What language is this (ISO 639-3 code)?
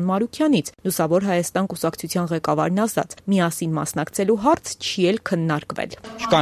hye